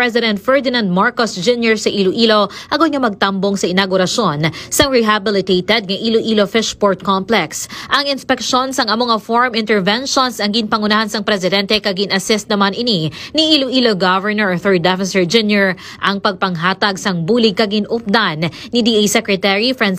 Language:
Hiligaynon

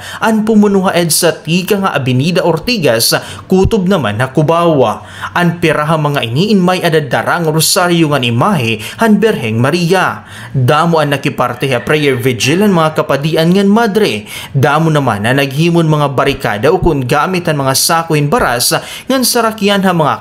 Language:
Waray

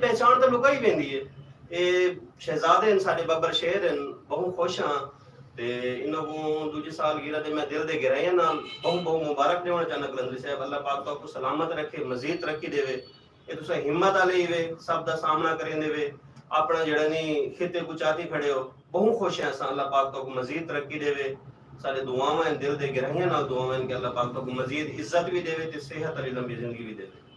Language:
Saraiki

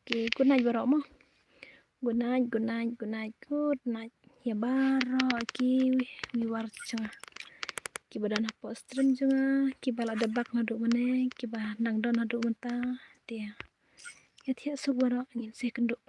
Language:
Khasi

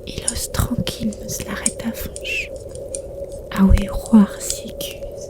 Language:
Breton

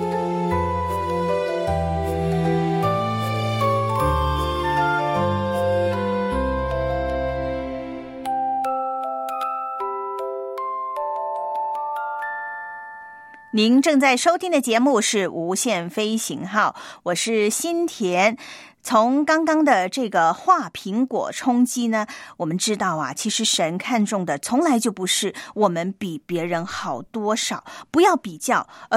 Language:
Chinese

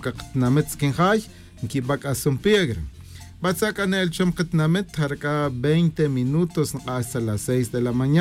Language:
Tz'utujil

